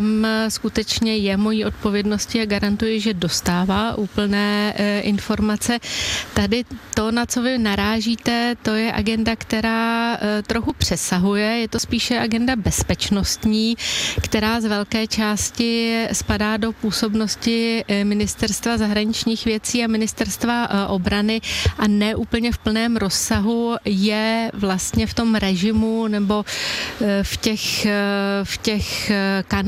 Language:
Czech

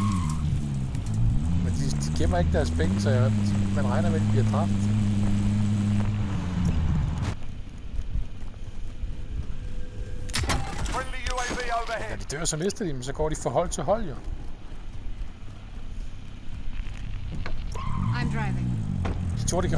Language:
Danish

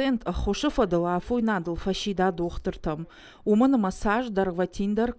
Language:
Ossetic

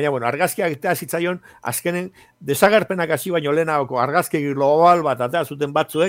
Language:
Basque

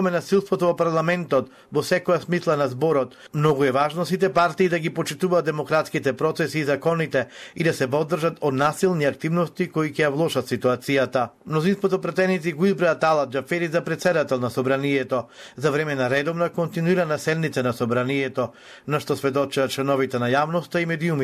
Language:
Macedonian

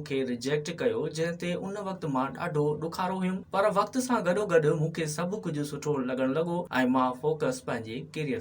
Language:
Sindhi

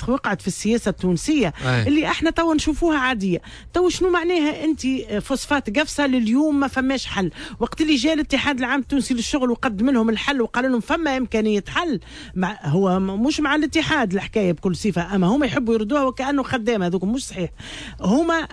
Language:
Tunisian Arabic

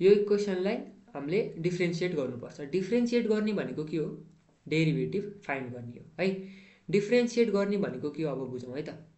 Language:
Nepali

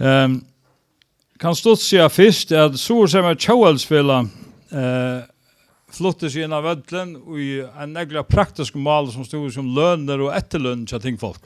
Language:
Faroese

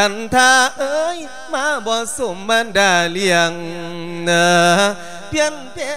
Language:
Lao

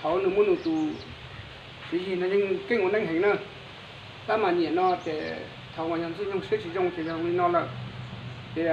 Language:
Hmong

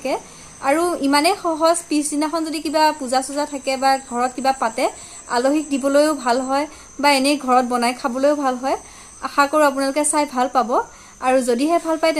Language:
Assamese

